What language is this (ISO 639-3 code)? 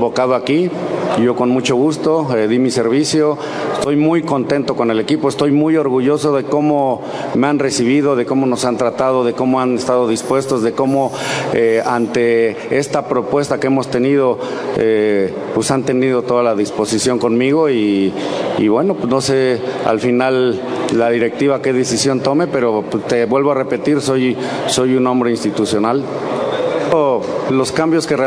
spa